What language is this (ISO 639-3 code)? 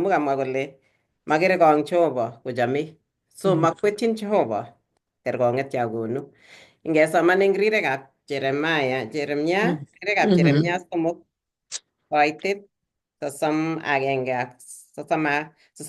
kln